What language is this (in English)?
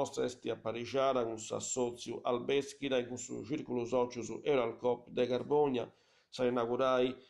Sardinian